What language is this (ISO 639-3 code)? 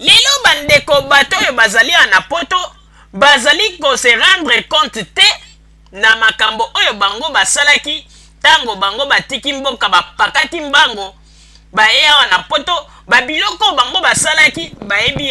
lin